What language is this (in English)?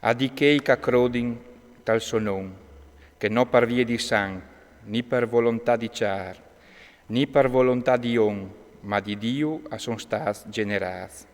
Friulian